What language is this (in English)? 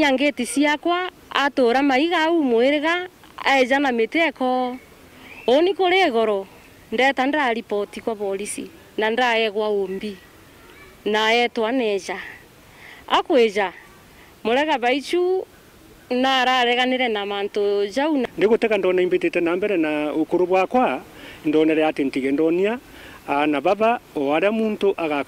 Meru